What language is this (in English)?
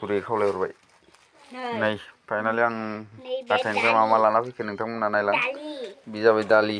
Bodo